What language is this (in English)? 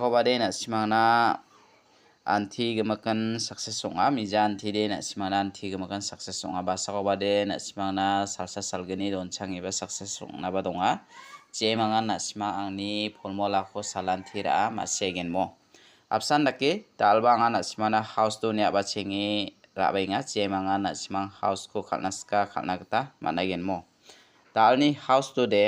Garo